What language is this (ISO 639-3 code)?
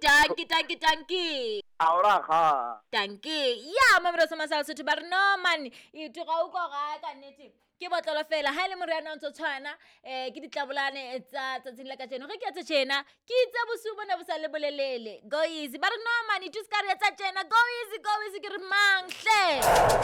sot